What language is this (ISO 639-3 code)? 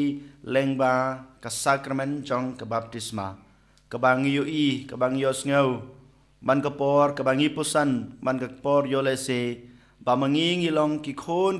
kha